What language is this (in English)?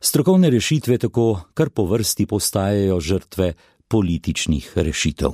Slovenian